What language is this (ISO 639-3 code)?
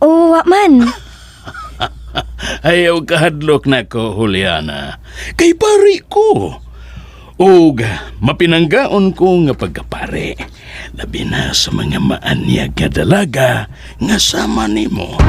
ceb